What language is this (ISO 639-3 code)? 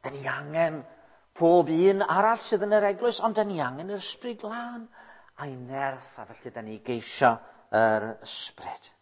cym